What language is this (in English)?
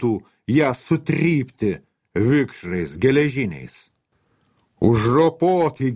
Lithuanian